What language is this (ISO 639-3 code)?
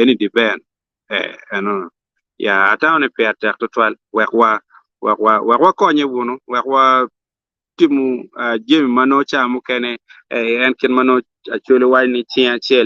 ach